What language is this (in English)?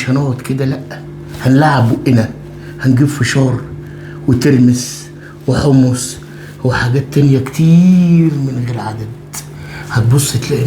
Egyptian Arabic